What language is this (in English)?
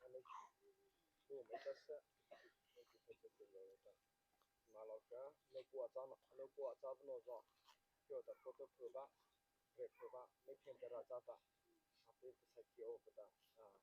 Mara Chin